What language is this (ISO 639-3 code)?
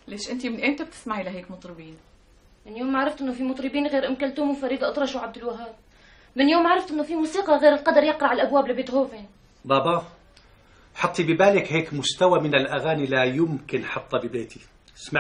apc